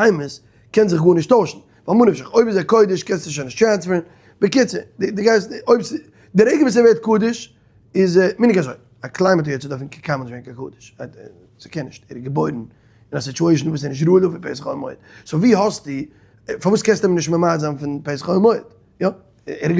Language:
Yiddish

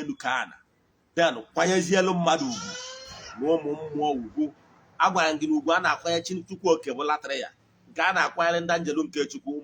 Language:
Igbo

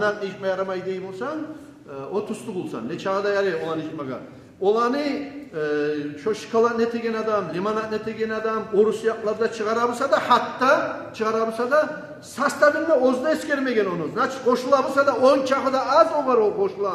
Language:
Kumyk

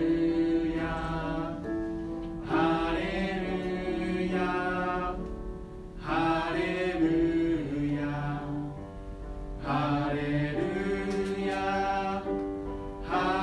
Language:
Japanese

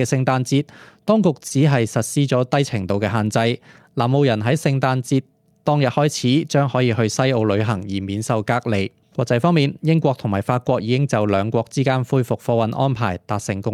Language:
Cantonese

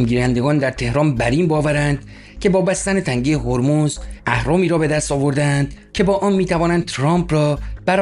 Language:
Persian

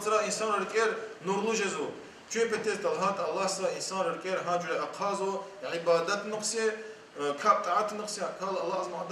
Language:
Lezghian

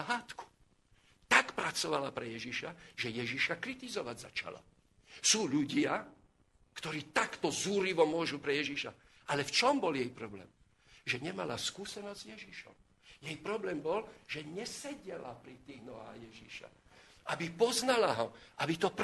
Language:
Slovak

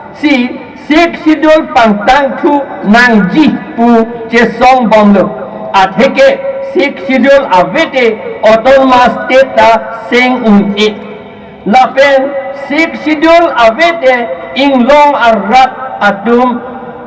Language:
Karbi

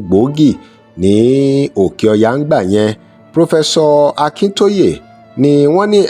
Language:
Yoruba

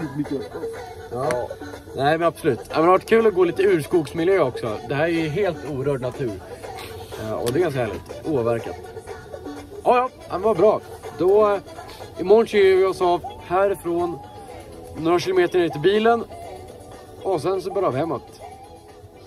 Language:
Swedish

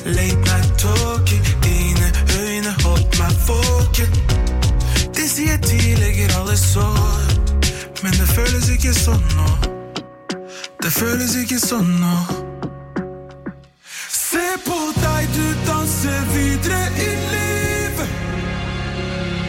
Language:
Norwegian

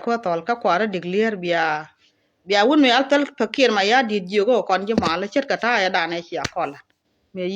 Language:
Nuer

